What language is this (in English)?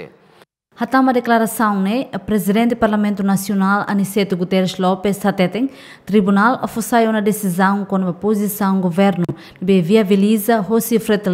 Tetum